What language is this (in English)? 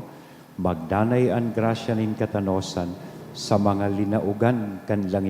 Bikol